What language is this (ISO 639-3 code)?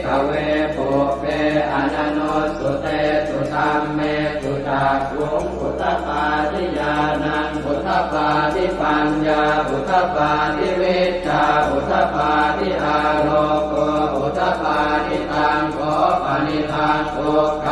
pli